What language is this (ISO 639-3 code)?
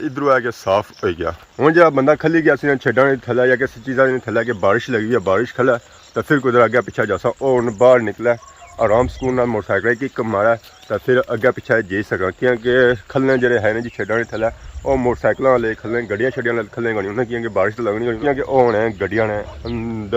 phr